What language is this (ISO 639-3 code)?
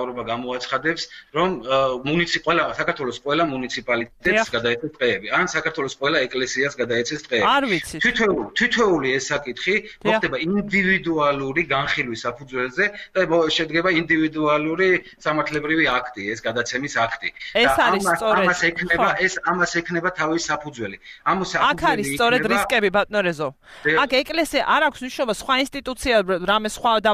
kat